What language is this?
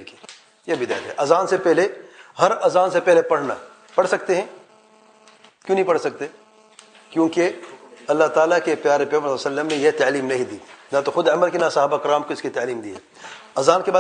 Urdu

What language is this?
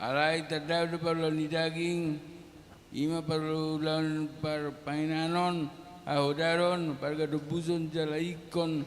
Batak Toba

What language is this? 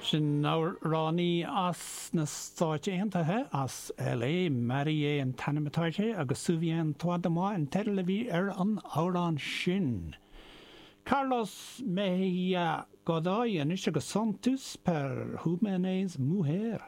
Irish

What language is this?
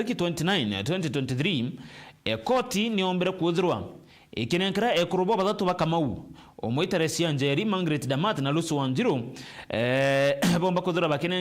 Meru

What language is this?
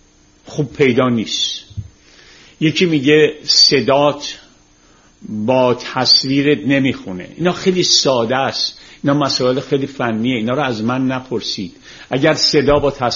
Persian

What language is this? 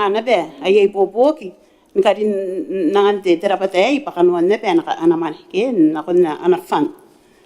Gilbertese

